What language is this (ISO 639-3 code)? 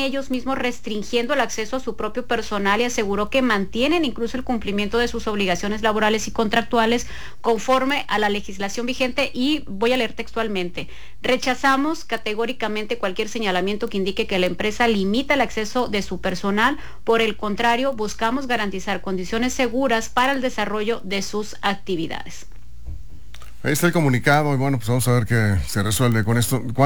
spa